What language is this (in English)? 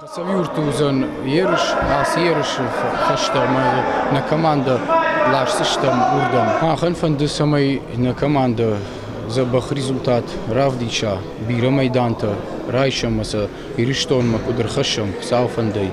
Ossetic